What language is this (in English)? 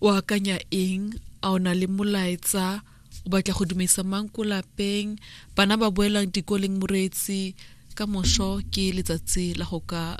Tswana